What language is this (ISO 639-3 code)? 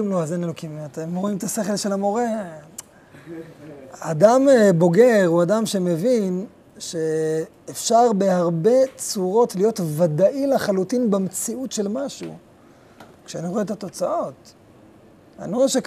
heb